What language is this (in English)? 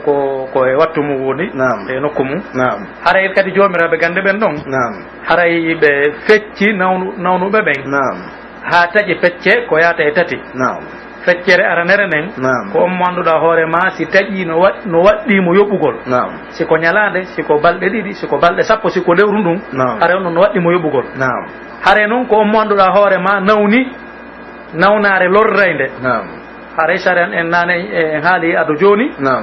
Pular